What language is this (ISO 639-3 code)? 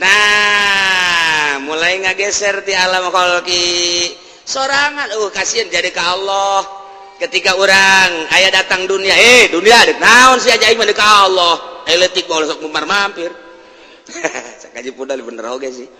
sun